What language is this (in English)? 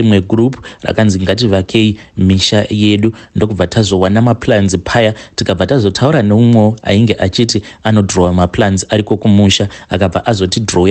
Shona